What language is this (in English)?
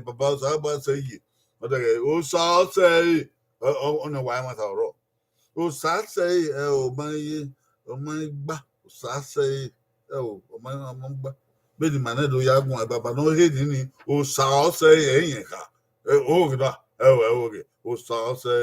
Bini